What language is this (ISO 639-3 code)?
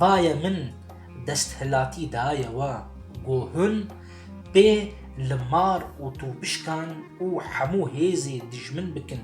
kur